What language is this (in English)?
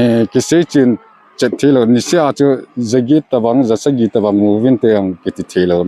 Paite Chin